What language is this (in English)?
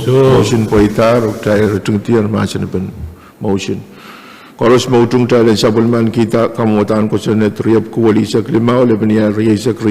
Pohnpeian